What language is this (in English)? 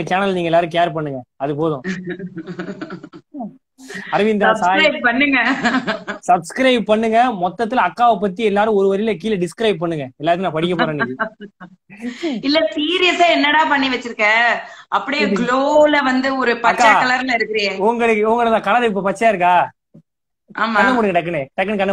Tamil